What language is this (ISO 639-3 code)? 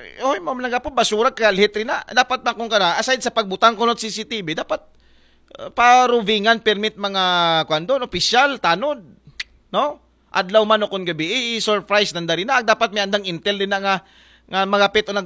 akl